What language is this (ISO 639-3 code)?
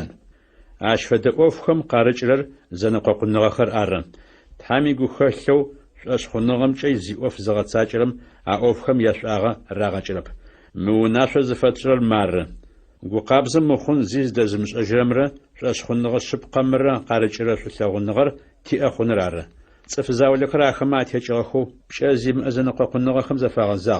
ady